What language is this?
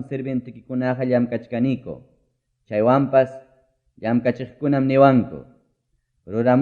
Ayacucho Quechua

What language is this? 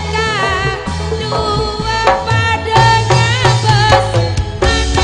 Madurese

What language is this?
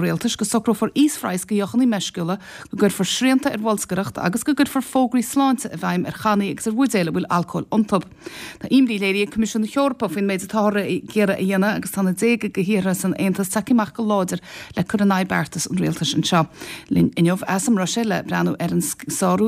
Irish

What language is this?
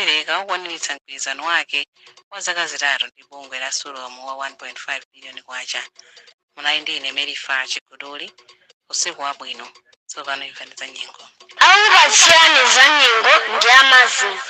Nyanja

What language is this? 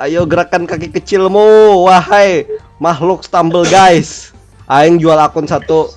Banjar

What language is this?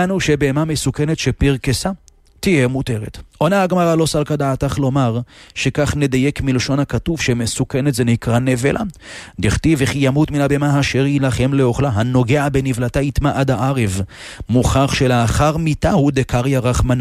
Hebrew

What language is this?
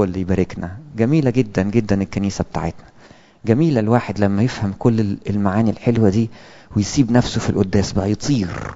Egyptian Arabic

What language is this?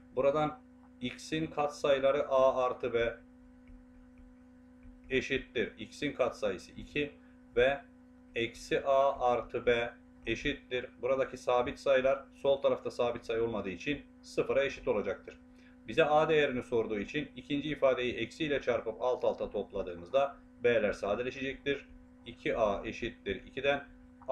Turkish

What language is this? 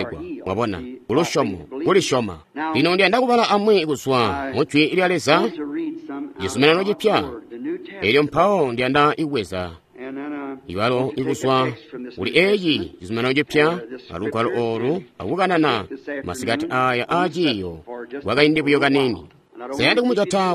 Tonga (Zambia)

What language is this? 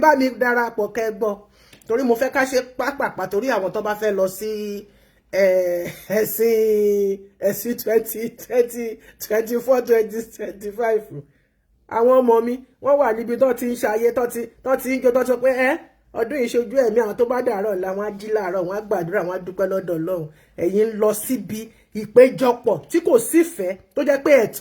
Yoruba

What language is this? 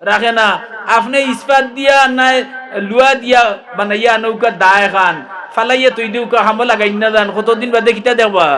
Sylheti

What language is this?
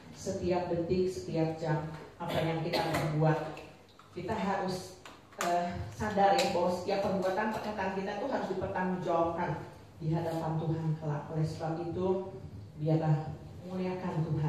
Indonesian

